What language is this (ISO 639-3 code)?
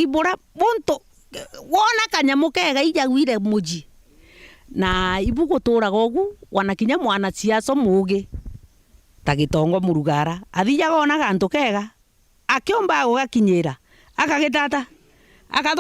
mer